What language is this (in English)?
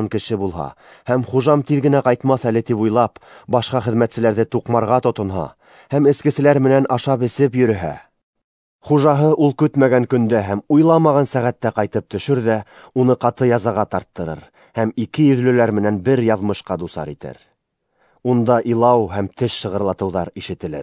Bashkir